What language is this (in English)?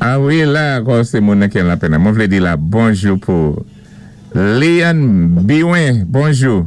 Saint Lucian Creole French